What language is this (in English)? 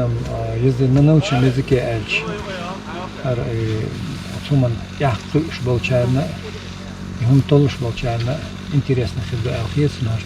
Chechen